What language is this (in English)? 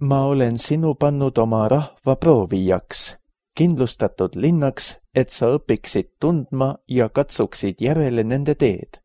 Estonian